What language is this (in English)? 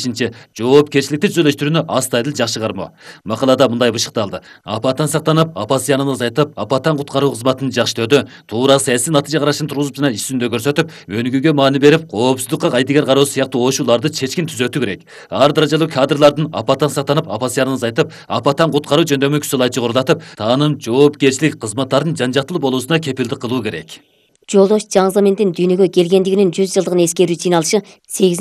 Kyrgyz